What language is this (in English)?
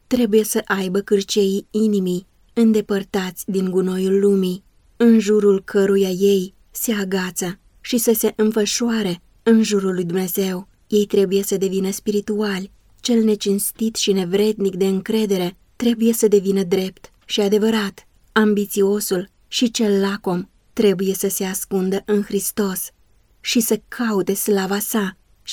Romanian